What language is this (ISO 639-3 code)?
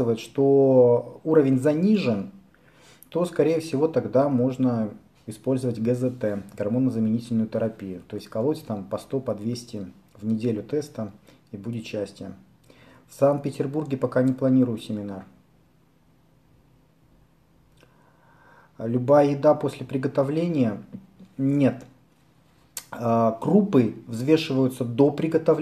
rus